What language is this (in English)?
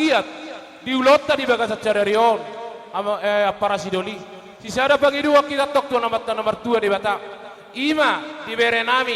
Batak Toba